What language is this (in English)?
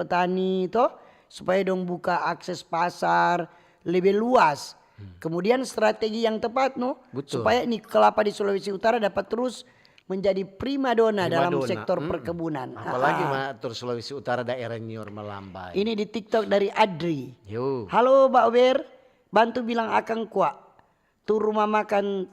Manado Malay